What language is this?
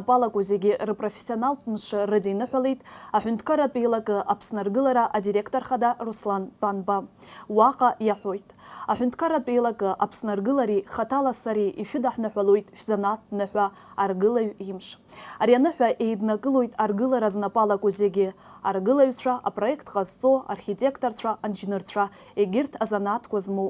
Abkhazian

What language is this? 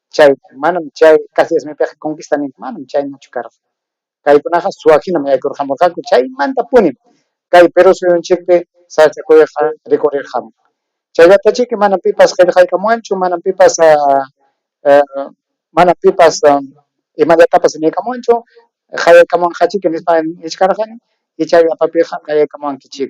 Ayacucho Quechua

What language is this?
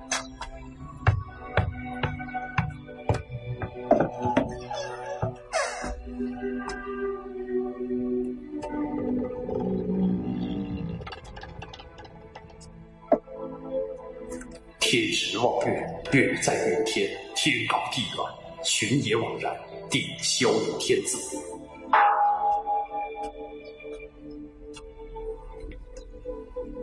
Chinese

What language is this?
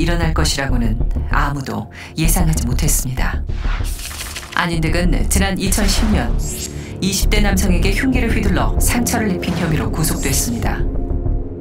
Korean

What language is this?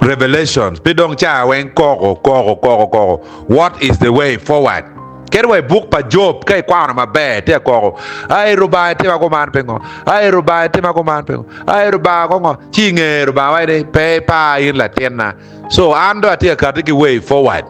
Acoli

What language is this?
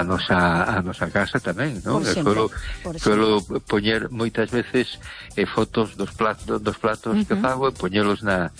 Galician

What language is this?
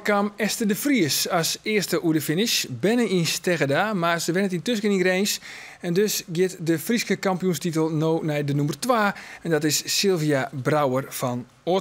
Western Frisian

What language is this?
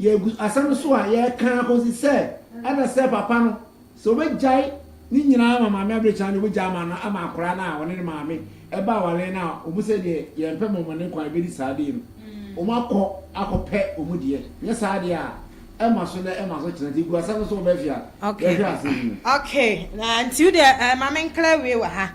Akan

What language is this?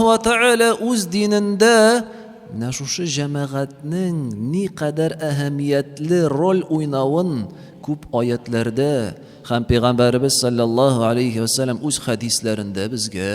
Tatar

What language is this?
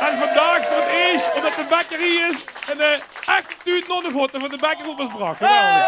Limburgish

